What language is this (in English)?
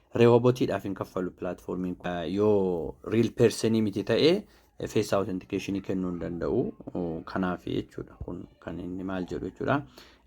Oromo